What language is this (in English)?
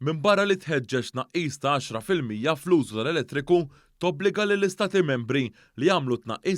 Maltese